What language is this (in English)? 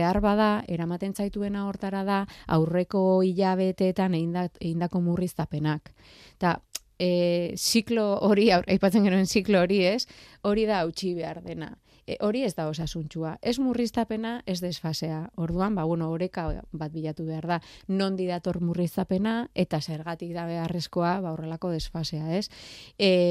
Basque